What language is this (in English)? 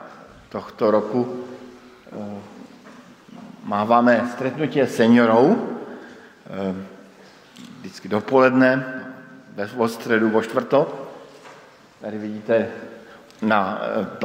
Czech